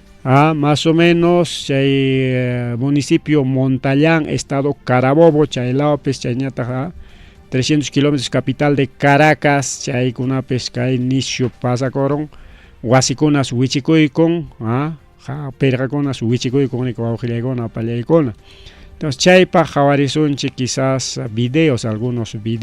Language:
Ayacucho Quechua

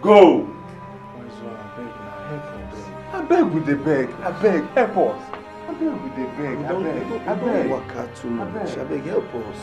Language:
Nigerian Pidgin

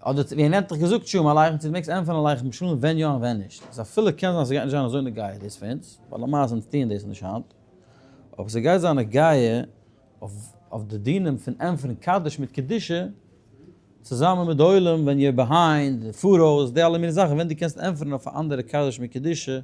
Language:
Yiddish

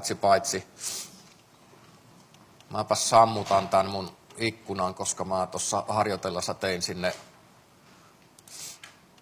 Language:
Finnish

